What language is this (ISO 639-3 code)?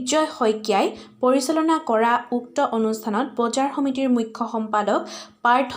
asm